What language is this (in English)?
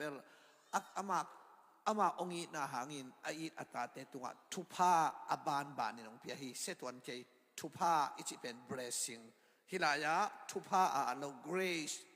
Tedim Chin